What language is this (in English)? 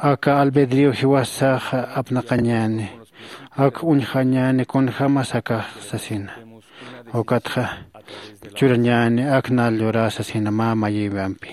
Aymara